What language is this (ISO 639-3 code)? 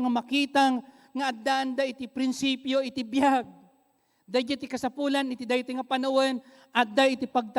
ilo